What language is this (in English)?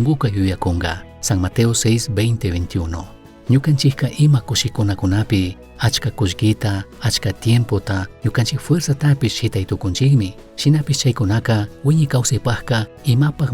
Chimborazo Highland Quichua